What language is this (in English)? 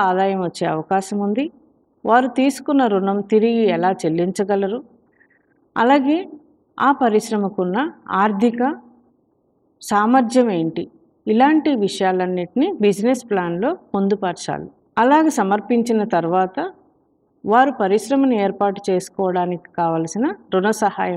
Telugu